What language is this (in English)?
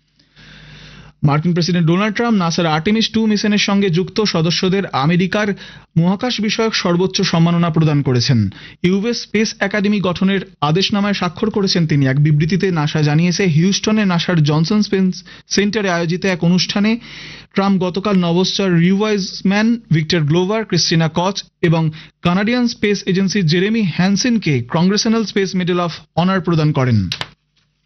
Bangla